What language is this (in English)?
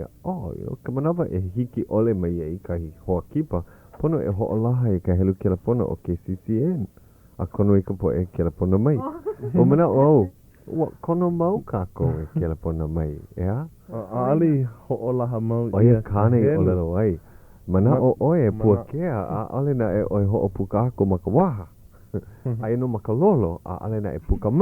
Hawaiian